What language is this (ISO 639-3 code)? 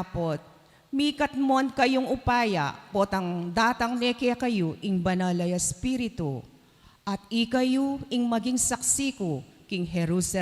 pam